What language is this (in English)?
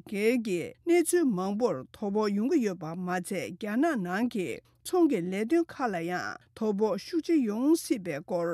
Tibetan